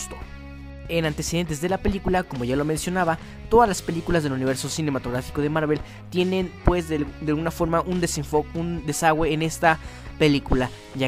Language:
Spanish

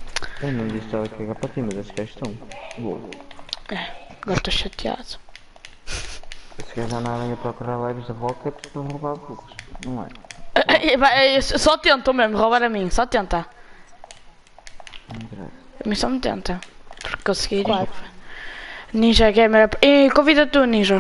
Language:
Portuguese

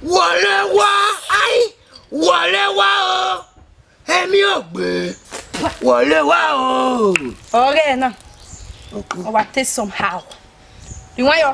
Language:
Bini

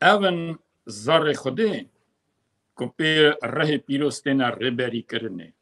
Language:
Kurdish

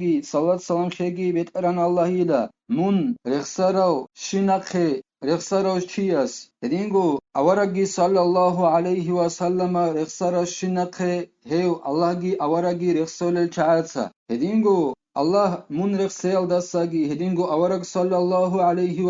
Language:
Avaric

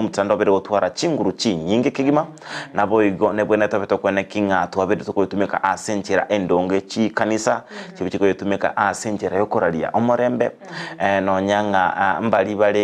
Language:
Gusii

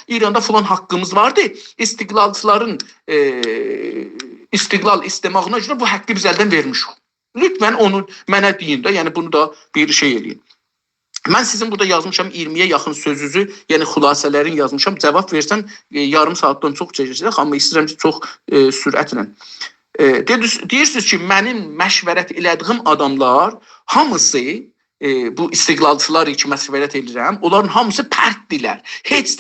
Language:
South Azerbaijani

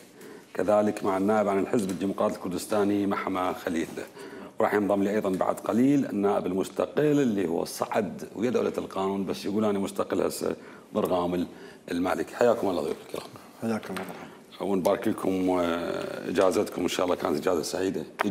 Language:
Mesopotamian Arabic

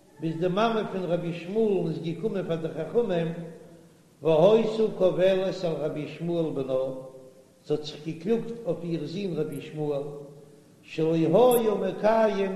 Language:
Yiddish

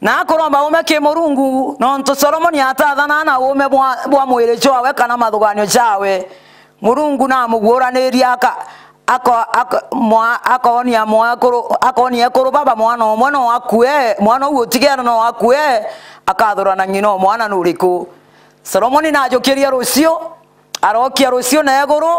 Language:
Meru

